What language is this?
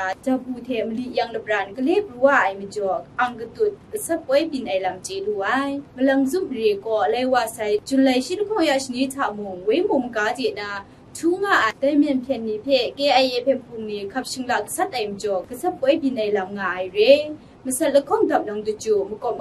Kachin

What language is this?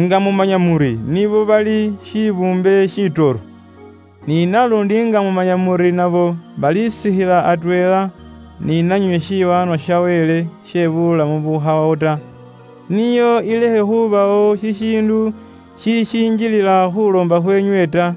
Luyia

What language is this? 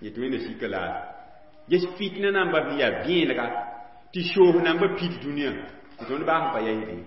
Mossi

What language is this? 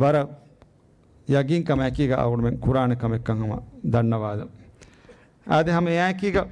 Divehi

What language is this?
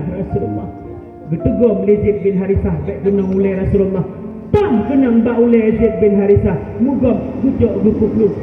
Achinese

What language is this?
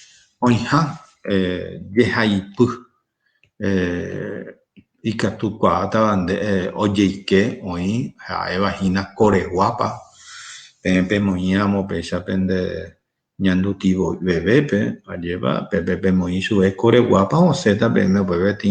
Guarani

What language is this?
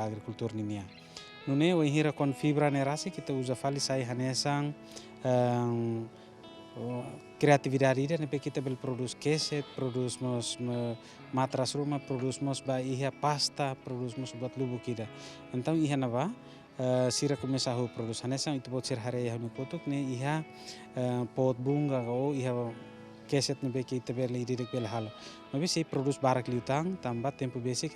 Tetum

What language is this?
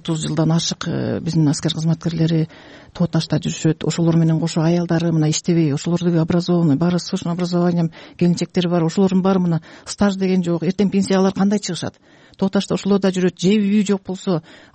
Kyrgyz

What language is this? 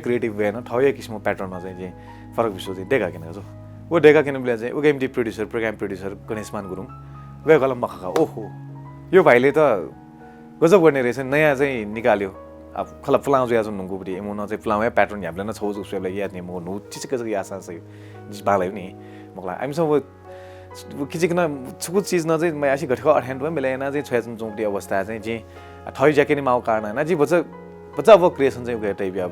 Newari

